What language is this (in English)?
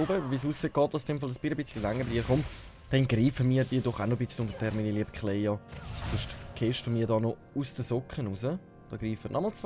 Swiss German